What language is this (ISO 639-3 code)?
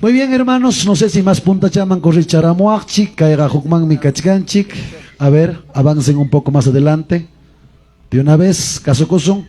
quy